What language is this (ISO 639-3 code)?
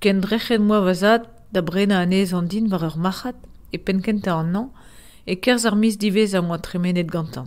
bre